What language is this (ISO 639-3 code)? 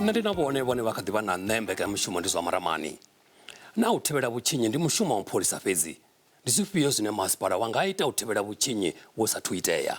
ven